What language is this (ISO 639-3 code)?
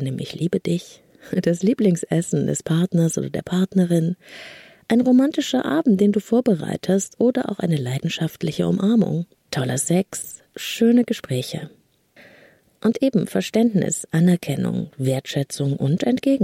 deu